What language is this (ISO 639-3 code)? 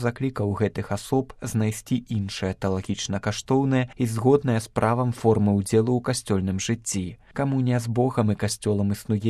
bel